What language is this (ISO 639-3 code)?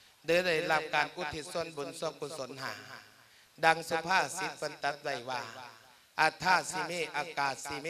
lao